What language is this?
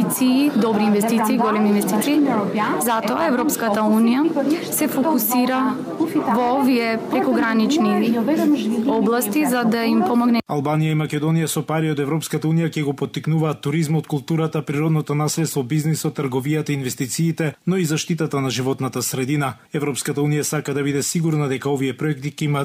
Macedonian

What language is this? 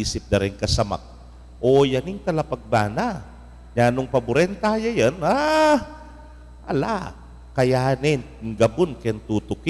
Pampanga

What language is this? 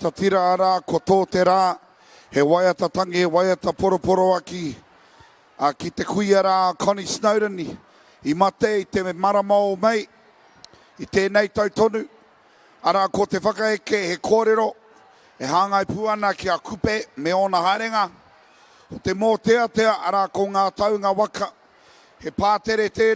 Māori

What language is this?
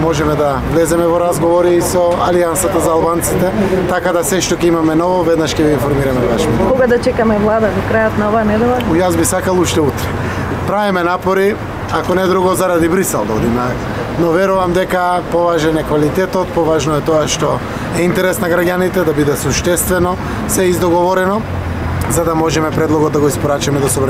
Macedonian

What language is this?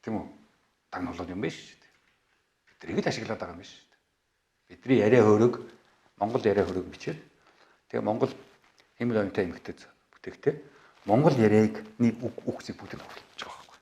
Mongolian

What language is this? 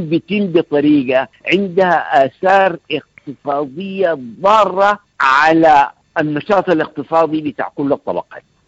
Sudanese Arabic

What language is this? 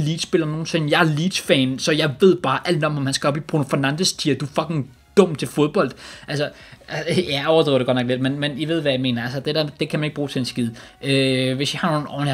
Danish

